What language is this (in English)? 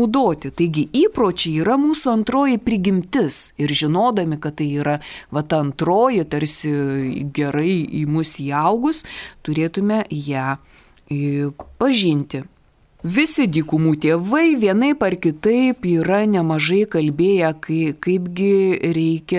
Lithuanian